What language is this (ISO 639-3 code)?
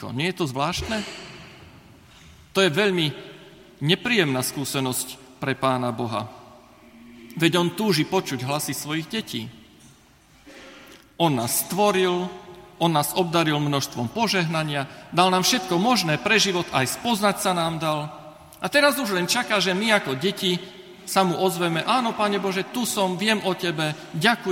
slk